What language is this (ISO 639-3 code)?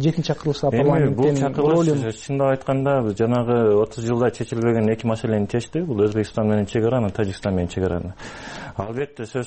kir